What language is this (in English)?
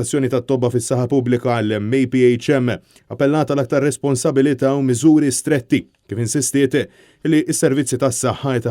Maltese